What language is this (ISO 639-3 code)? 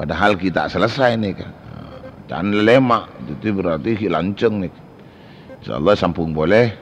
mad